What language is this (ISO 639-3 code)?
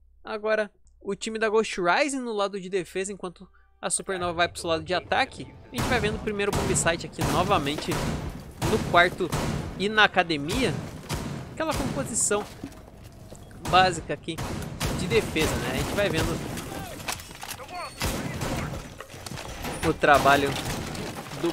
por